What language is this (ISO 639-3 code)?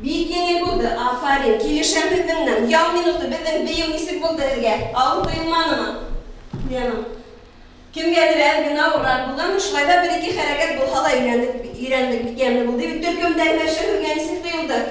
bak